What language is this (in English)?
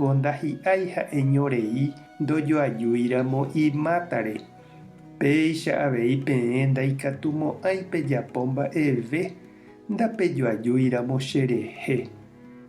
Guarani